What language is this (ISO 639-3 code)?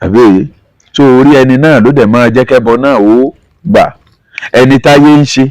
yor